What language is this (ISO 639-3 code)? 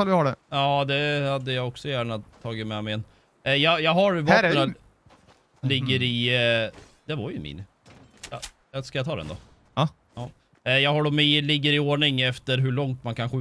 swe